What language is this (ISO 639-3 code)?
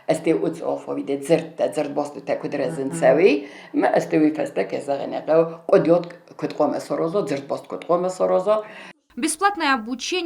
oss